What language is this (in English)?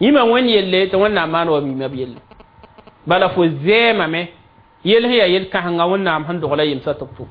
Mossi